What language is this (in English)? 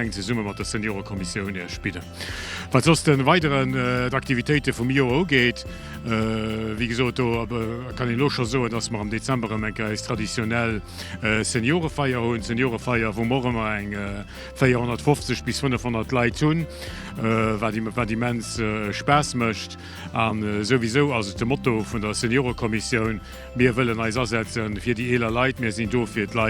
Luxembourgish